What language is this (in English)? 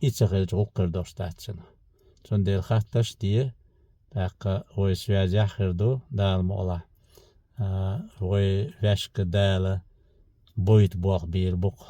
Chechen